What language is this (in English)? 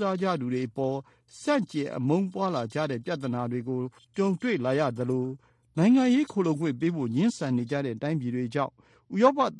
Burmese